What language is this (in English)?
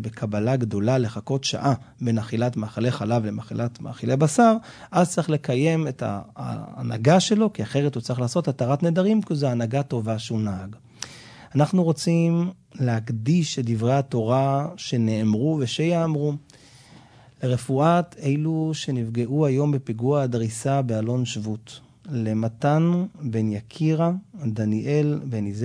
Hebrew